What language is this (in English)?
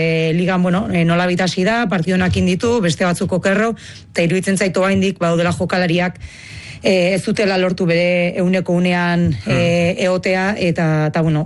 Basque